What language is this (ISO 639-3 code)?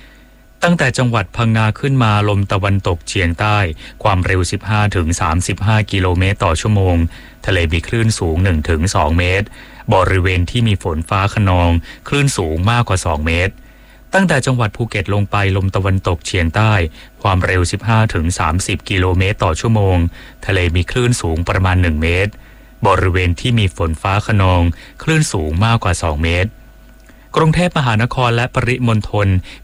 tha